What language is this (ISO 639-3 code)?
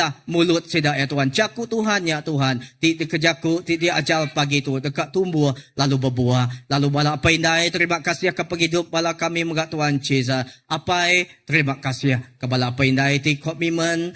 iba